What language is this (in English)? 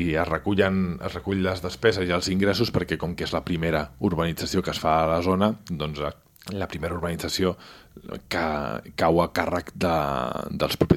Catalan